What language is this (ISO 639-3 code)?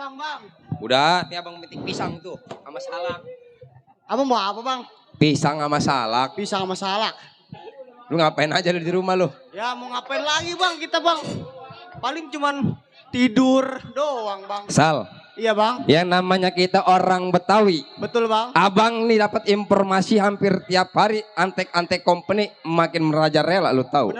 bew